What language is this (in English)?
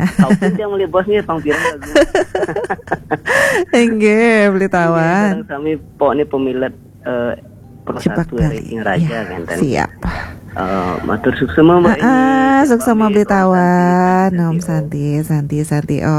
Balinese